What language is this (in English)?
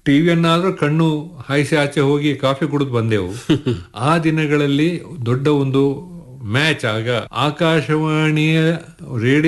Kannada